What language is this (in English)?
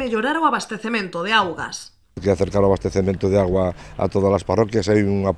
Galician